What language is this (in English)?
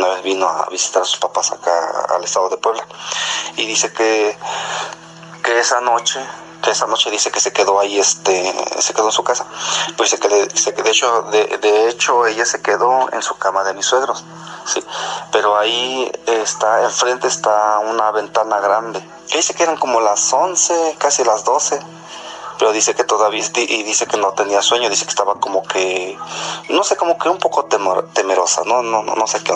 Spanish